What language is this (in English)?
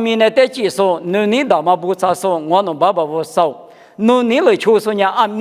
Lisu